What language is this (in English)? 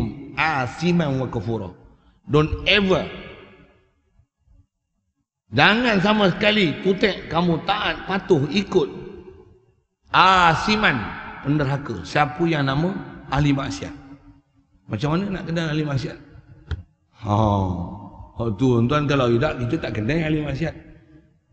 Malay